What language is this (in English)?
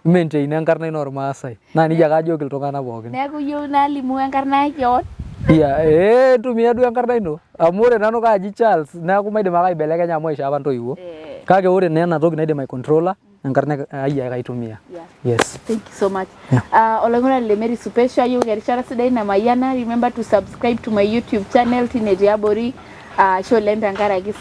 Masai